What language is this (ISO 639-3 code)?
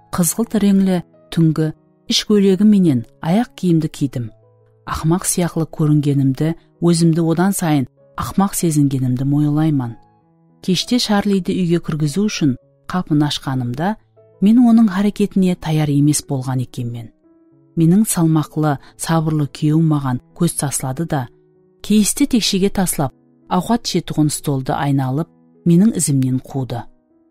kaa